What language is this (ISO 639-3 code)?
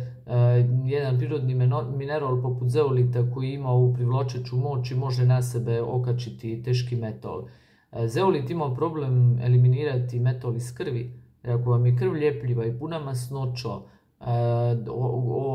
hrv